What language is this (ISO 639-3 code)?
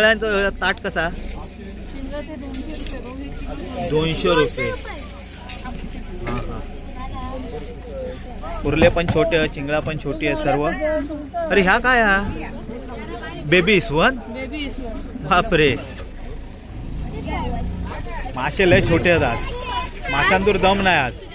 mar